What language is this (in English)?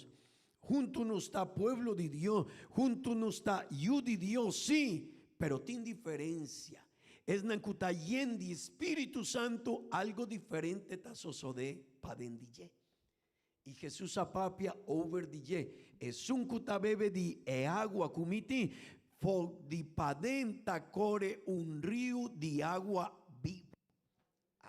Papiamento